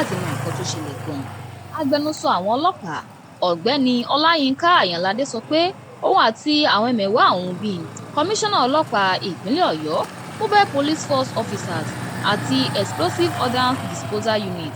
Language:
Yoruba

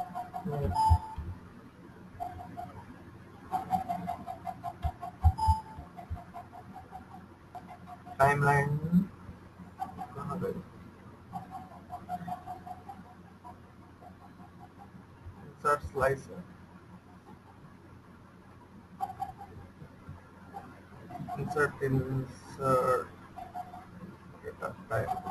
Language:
Hindi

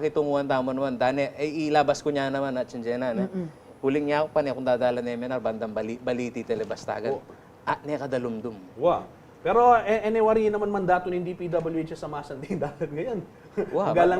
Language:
Pampanga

